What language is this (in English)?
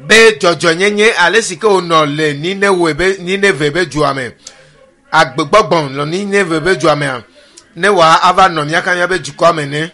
Ewe